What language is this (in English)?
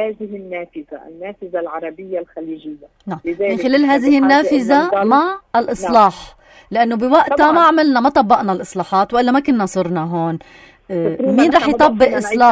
North Levantine Arabic